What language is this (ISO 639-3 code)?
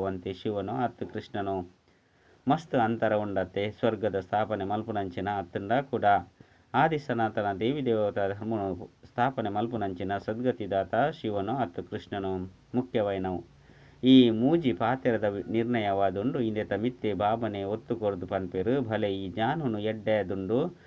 tcy